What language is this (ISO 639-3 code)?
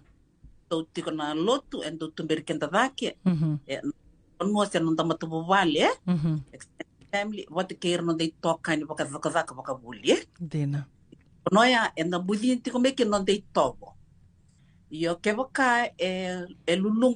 fij